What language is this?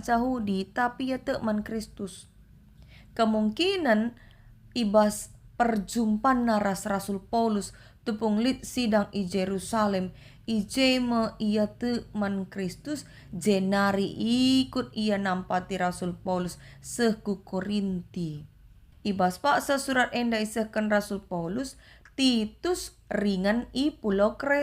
Batak Karo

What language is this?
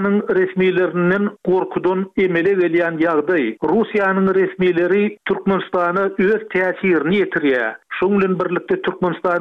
Turkmen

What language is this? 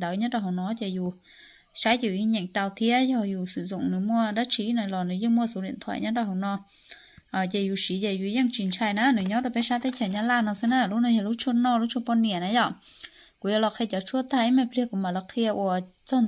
Hmong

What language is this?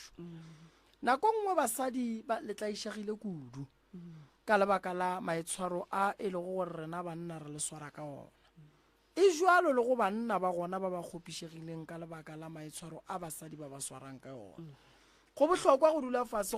Northern Sotho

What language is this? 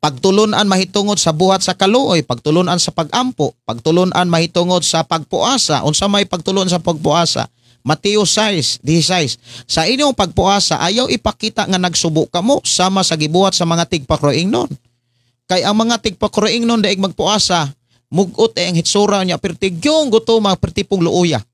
Cebuano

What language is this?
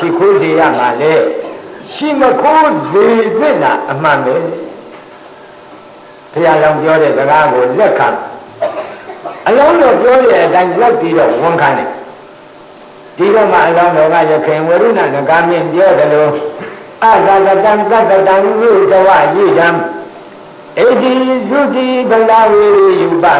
Burmese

